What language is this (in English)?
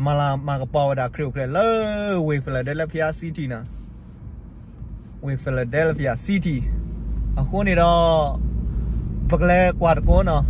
S'gaw Karen